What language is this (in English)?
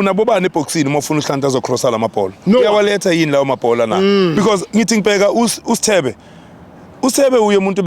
Zulu